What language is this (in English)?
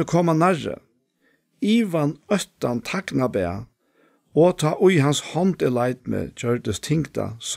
Faroese